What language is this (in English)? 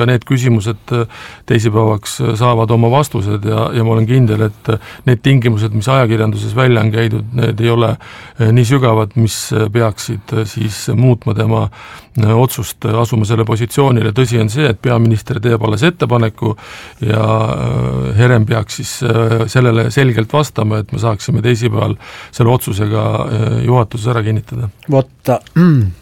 Estonian